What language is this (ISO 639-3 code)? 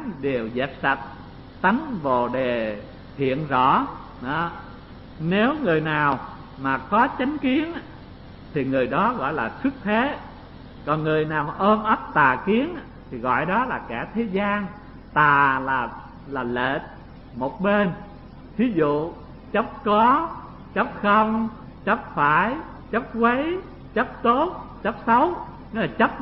vie